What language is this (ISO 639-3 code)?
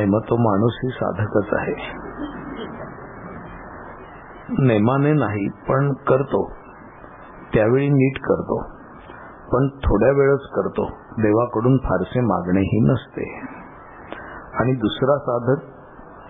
mar